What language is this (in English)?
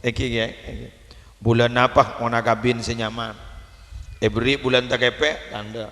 Madurese